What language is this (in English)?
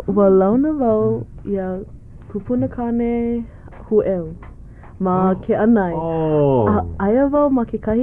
Hawaiian